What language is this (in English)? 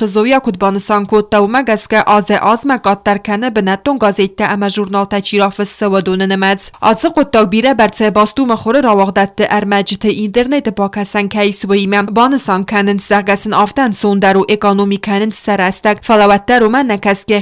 Ossetic